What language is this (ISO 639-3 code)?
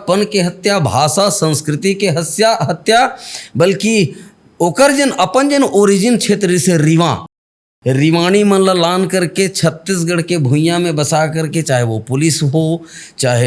hne